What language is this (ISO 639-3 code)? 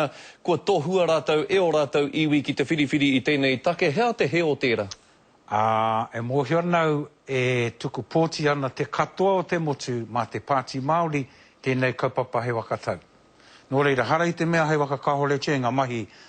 mri